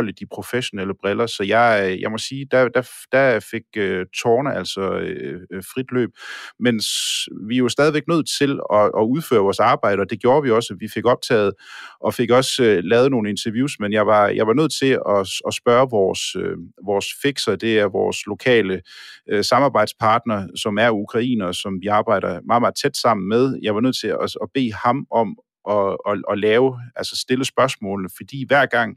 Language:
Danish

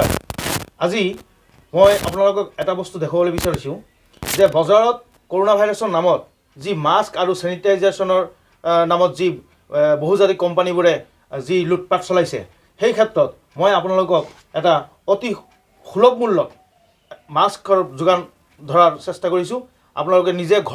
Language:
Assamese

